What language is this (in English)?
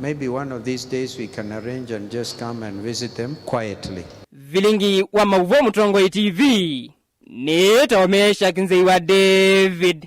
Kamba